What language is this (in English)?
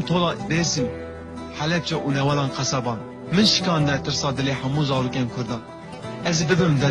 Kurdish